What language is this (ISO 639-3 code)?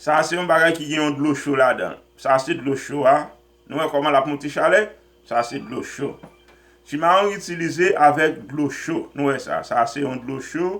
hat